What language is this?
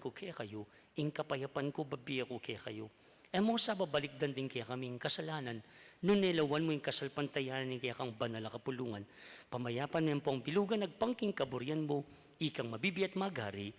Pampanga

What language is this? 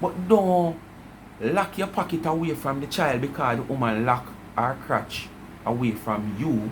Jamaican Creole English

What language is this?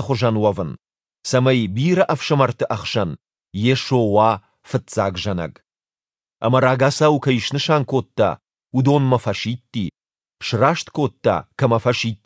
Ossetic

